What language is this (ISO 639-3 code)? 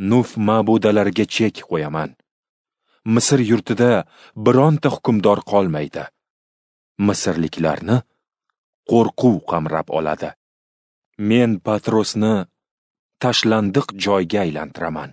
uzb